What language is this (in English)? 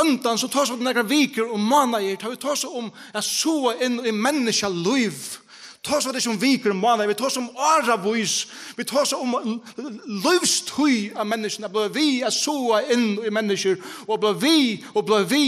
Faroese